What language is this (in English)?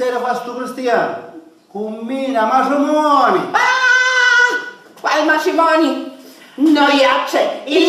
Sicilian